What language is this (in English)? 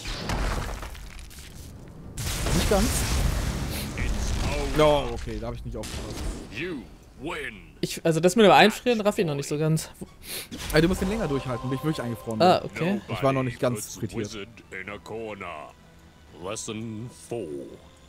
German